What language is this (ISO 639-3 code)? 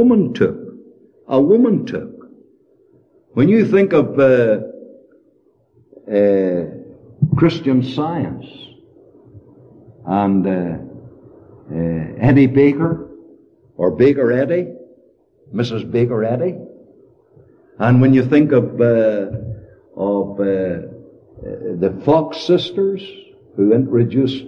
eng